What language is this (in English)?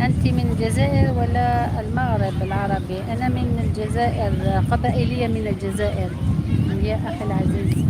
Algerian Arabic